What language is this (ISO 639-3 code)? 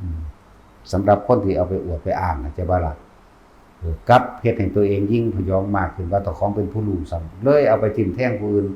tts